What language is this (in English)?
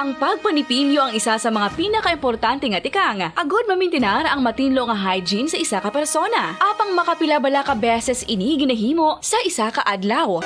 Hiligaynon